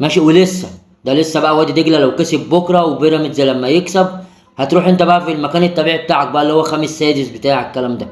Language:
Egyptian Arabic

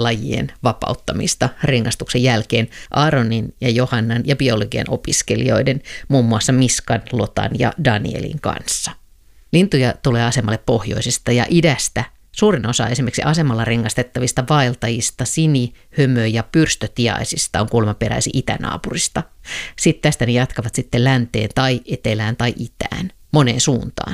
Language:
Finnish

